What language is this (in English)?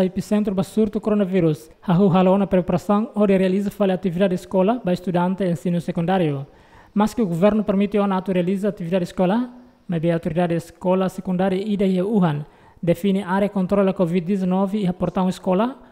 Tetum